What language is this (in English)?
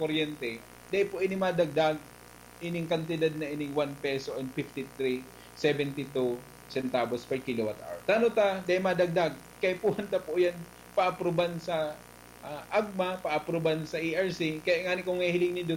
Bikol